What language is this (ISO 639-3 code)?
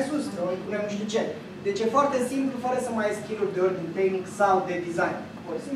ron